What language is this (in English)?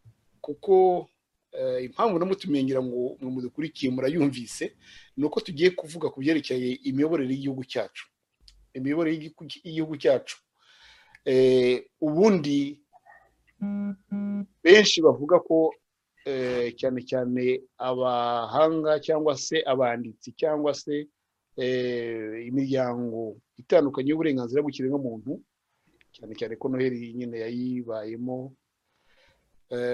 Kinyarwanda